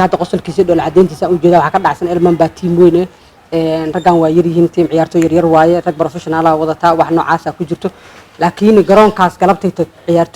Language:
Somali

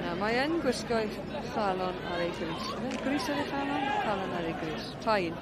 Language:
Welsh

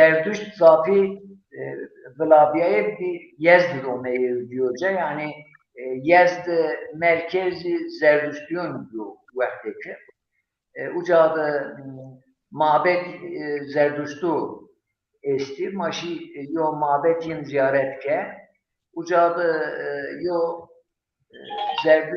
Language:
Zaza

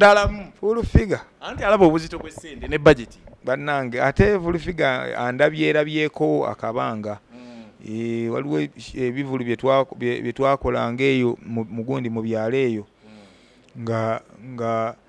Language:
Ganda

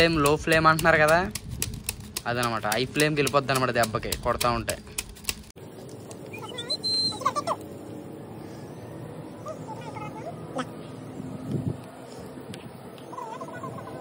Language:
Telugu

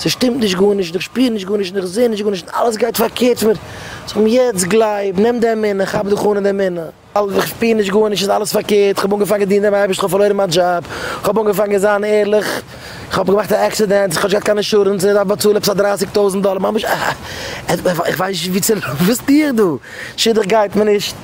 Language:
Yiddish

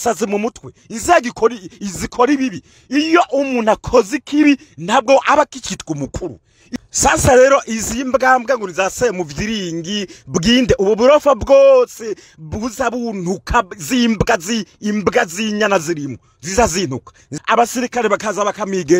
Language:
Rundi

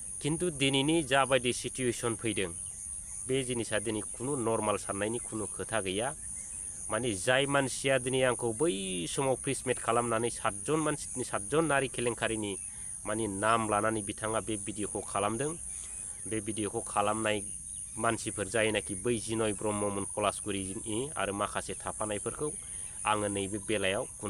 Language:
Bodo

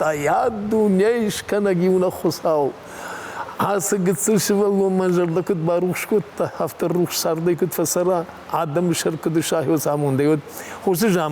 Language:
Ossetic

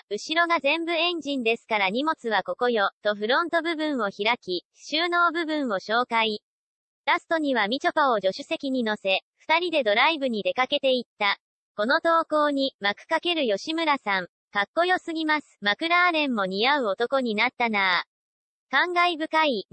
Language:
Japanese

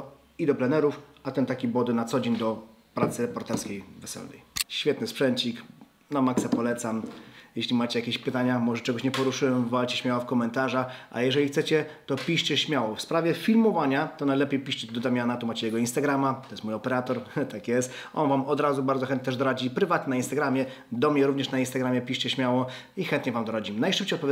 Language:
Polish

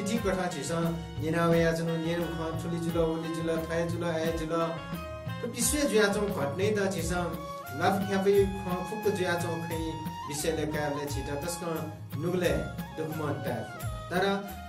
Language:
Newari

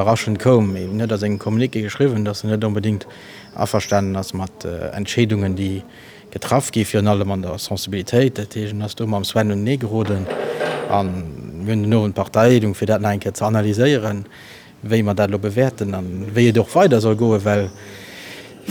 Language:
Luxembourgish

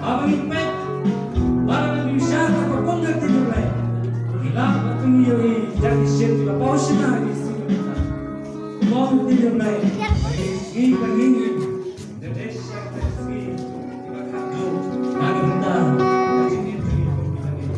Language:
Khasi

